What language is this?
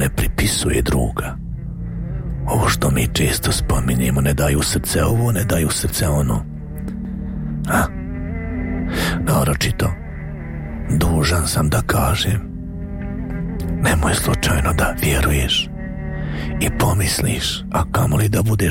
Bosnian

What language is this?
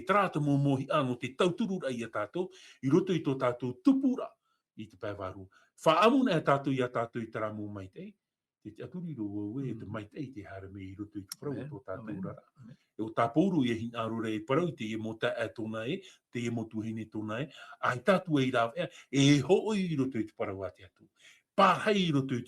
Tahitian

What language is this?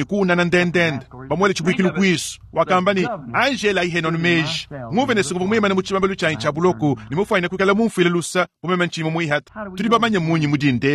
Luba-Lulua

